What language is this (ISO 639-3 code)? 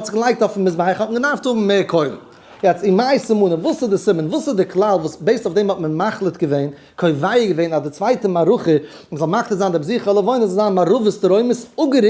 yid